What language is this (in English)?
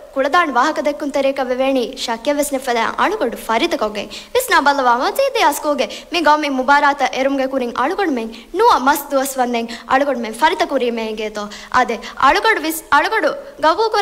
Divehi